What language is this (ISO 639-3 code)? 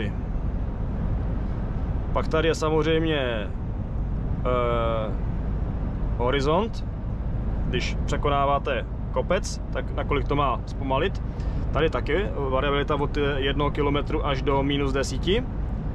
ces